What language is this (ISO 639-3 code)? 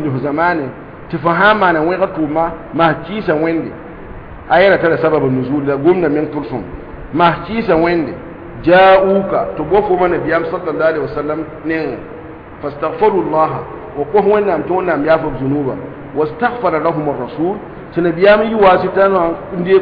mos